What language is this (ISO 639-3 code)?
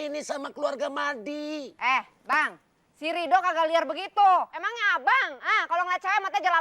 bew